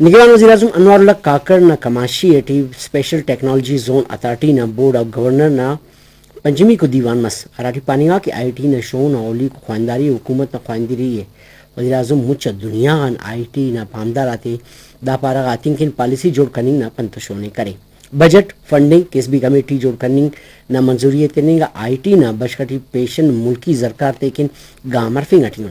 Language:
Brahui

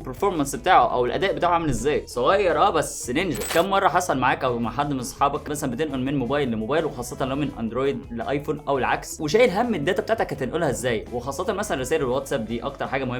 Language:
Egyptian Arabic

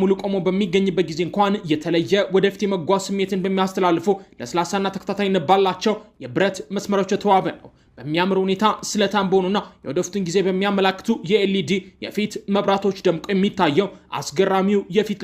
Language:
Amharic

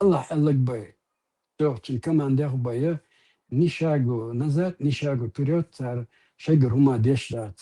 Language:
Chechen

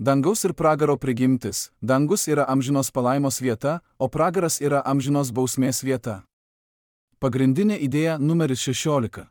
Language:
Lithuanian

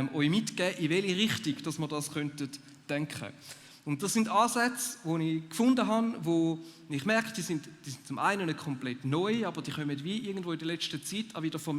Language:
Swiss German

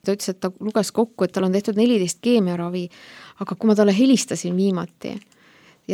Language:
Estonian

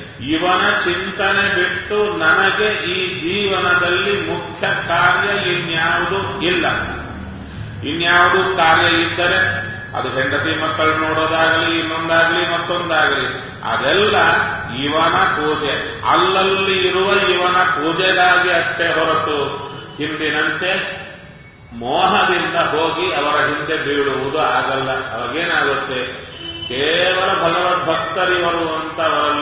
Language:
Kannada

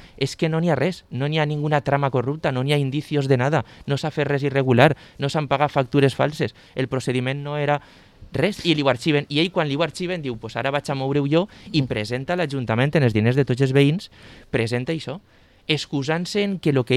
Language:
Catalan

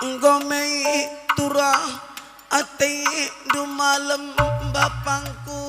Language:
Batak Karo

